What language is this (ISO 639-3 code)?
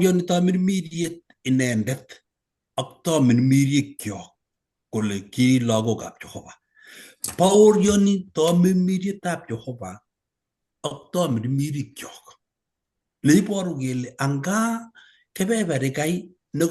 kln